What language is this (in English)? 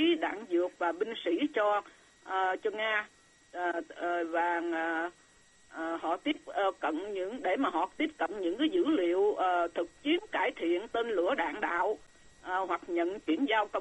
Vietnamese